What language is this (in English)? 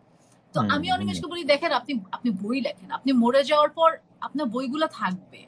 Bangla